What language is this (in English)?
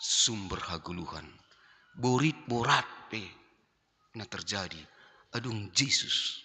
Batak Simalungun